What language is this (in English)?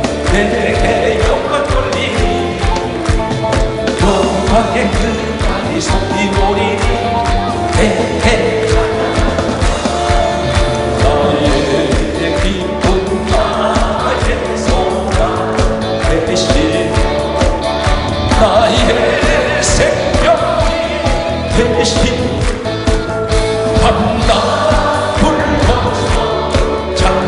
Korean